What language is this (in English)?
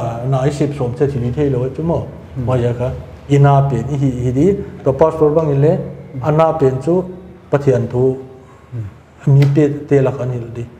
Paite Chin